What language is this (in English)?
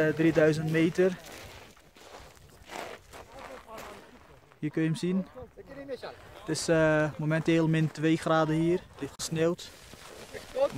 Dutch